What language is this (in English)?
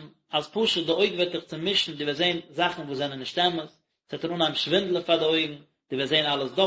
Yiddish